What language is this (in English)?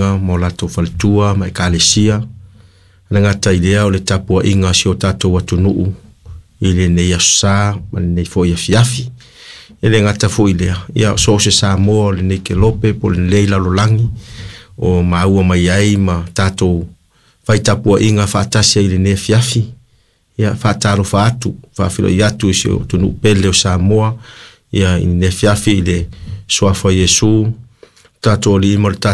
Samoan